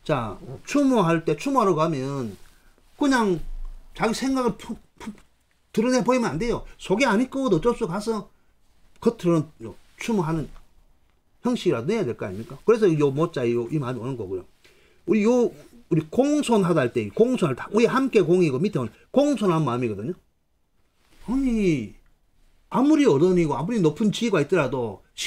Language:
Korean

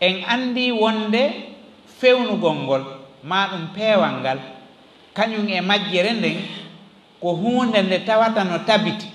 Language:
Fula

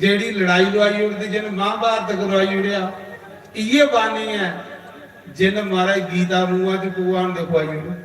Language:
Dogri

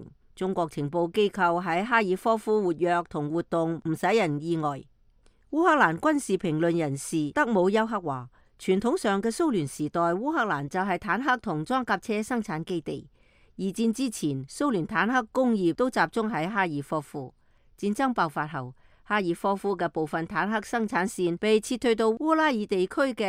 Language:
Cantonese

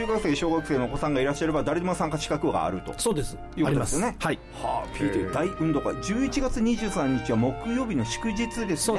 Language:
Japanese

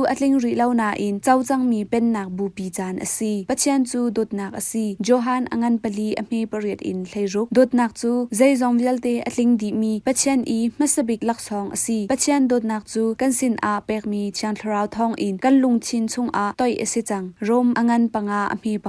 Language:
Hakha Chin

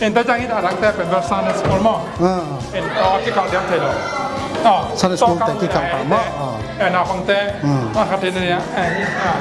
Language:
Tedim Chin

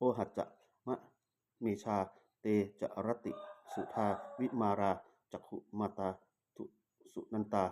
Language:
Pali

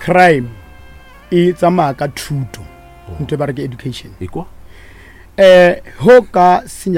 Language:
Northern Sotho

